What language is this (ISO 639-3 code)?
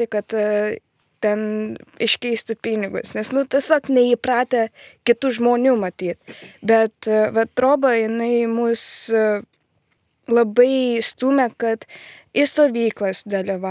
lit